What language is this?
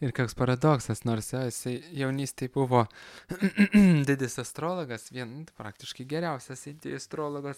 Lithuanian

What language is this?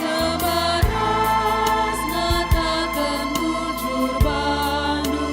Batak Karo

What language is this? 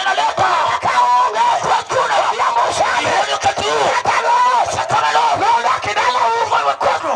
Luo (Kenya and Tanzania)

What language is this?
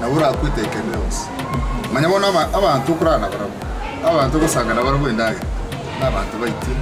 Gusii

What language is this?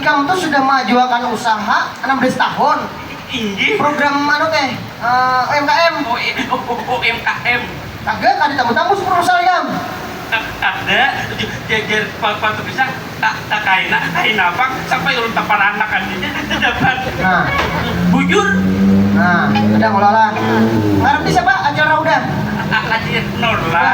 Banjar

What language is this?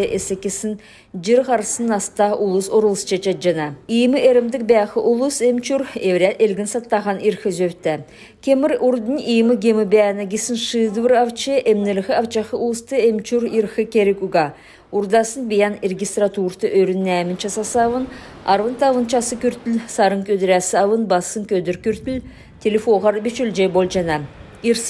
Kalmyk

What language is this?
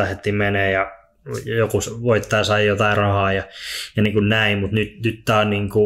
Finnish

